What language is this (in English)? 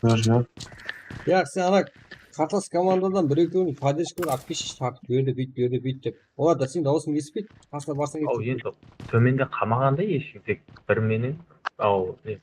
Kara-Kalpak